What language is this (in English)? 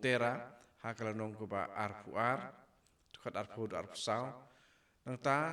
Khasi